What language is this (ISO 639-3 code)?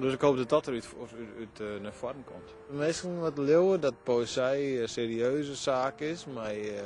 fry